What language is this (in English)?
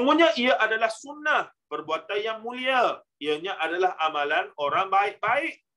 Malay